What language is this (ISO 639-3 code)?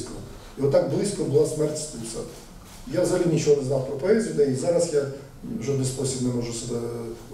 ukr